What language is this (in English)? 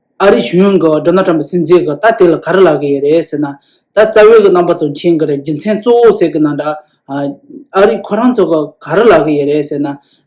Tibetan